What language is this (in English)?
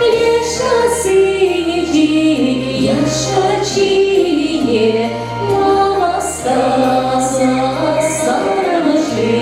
Chuvash